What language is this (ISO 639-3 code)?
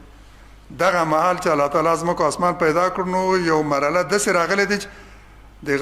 pus